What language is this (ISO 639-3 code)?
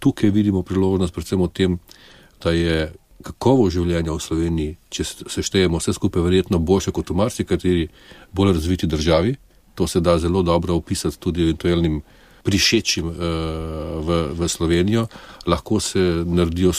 slv